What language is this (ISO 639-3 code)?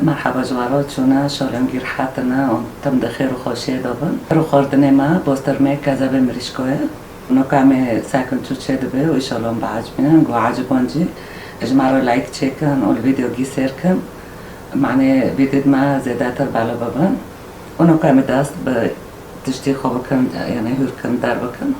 kur